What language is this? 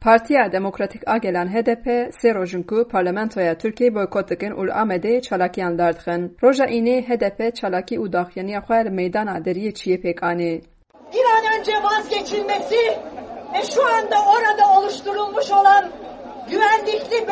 Kurdish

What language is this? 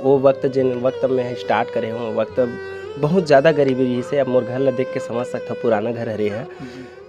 Chhattisgarhi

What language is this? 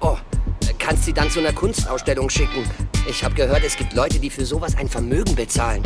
Swiss German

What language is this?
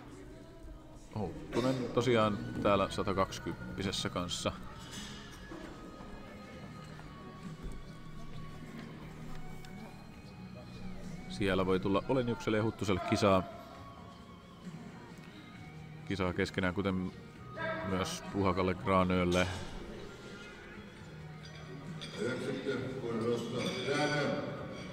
Finnish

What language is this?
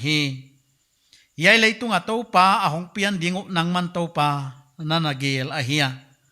Paite Chin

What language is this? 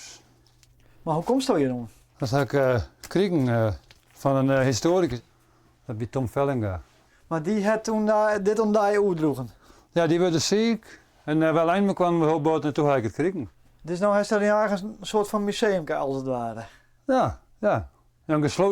Western Frisian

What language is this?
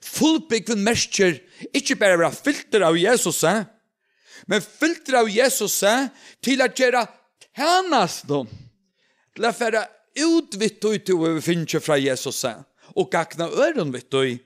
Faroese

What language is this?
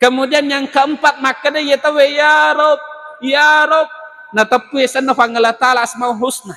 Buginese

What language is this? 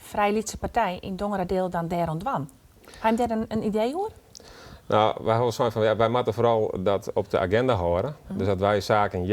Western Frisian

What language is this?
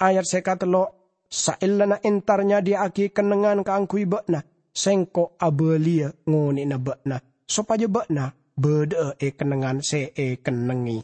Madurese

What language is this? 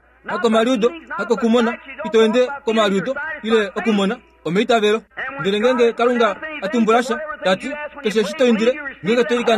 Kuanyama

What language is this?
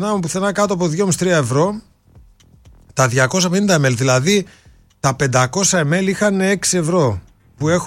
Greek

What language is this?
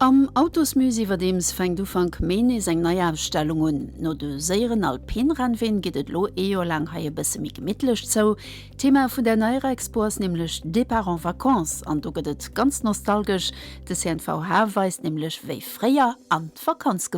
Luxembourgish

